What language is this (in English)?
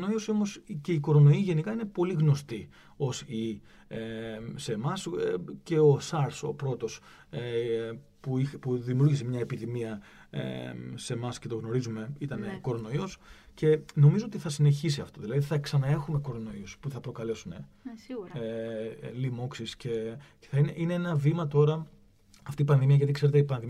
Greek